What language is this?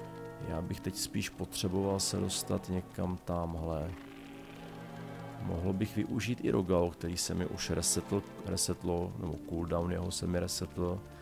Czech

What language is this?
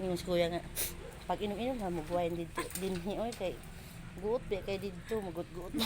Cebuano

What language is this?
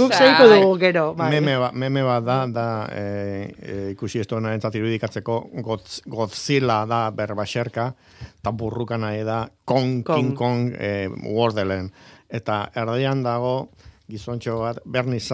Basque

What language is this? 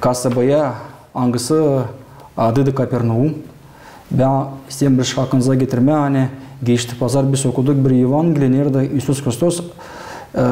Gagauz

